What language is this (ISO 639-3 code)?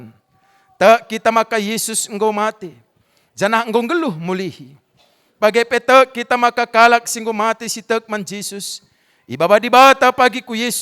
btx